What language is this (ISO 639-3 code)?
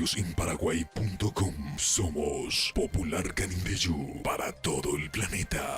grn